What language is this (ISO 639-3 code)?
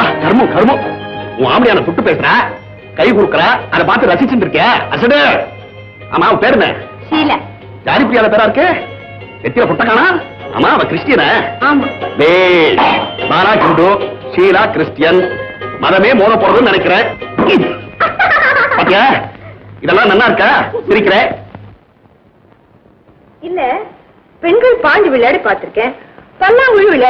tam